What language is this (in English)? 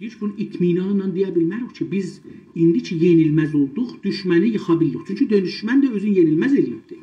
South Azerbaijani